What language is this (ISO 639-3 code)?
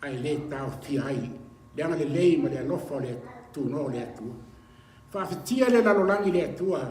smo